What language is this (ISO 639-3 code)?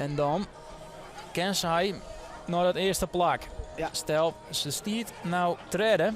fry